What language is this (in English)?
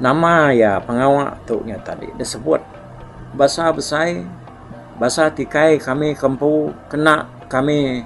Iban